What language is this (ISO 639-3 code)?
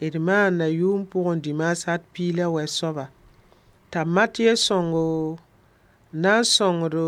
mos